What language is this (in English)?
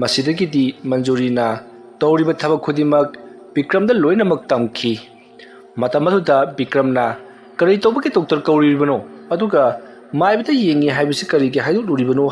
Manipuri